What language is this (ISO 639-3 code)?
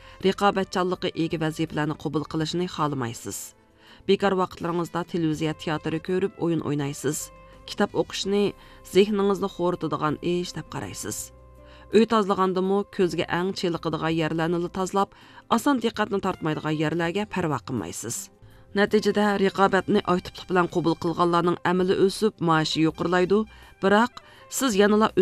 uig